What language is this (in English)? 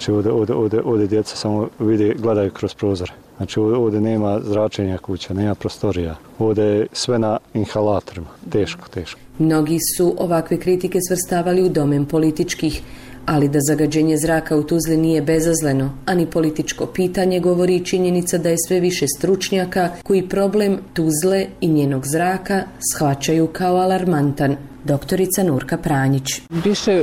Bosnian